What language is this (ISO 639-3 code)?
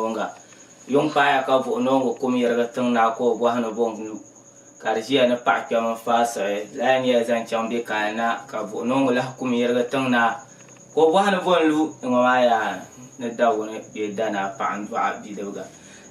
dag